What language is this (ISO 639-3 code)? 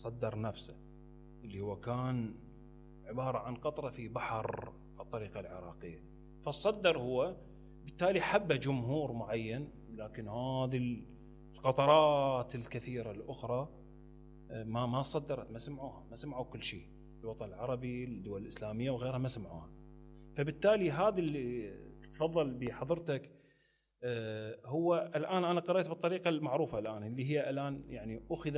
acm